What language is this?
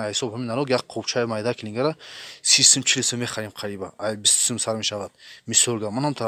Tajik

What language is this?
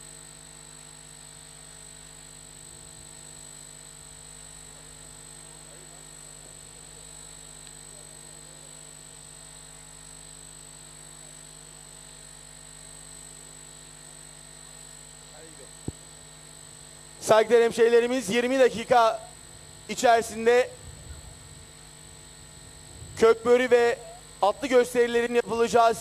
Turkish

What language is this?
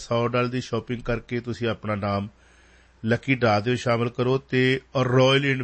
Punjabi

